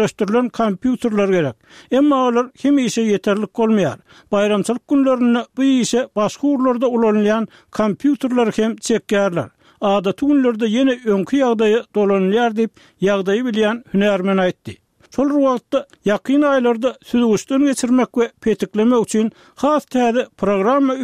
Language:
Turkmen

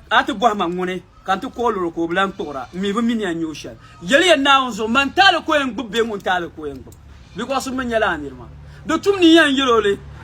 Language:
Dagbani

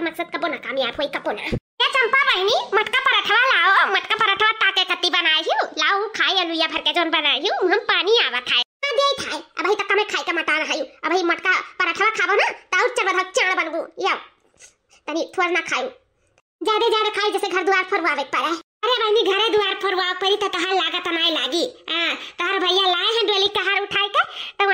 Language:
Awadhi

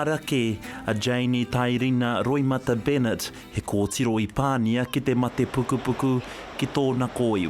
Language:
Māori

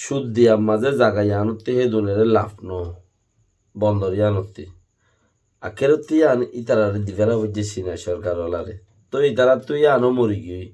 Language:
Rohingya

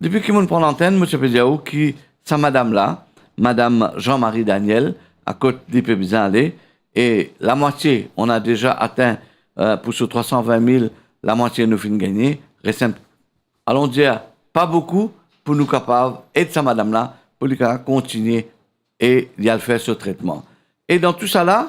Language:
Morisyen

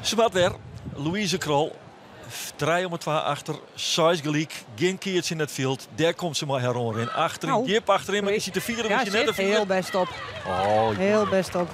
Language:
Western Frisian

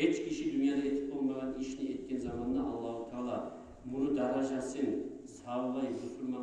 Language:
Kumyk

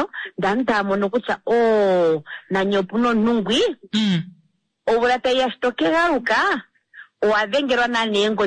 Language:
Kuanyama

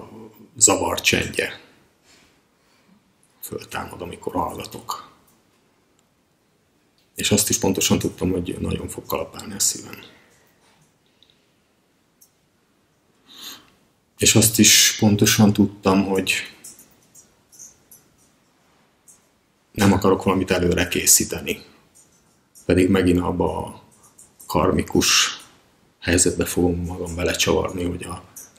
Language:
Hungarian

